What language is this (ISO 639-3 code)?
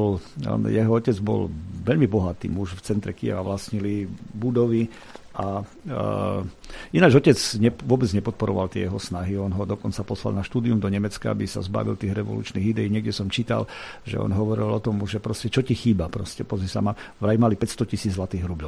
slk